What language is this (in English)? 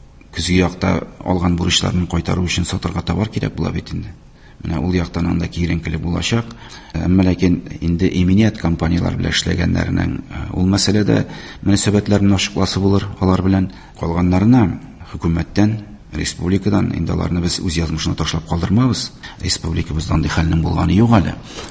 Tatar